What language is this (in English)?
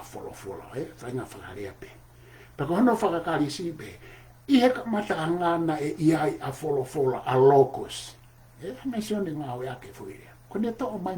Tongan